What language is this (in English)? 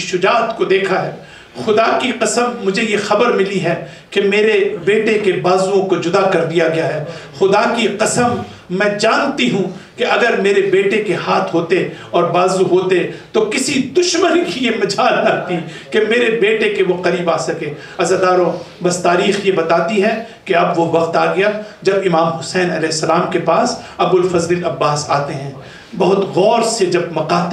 Urdu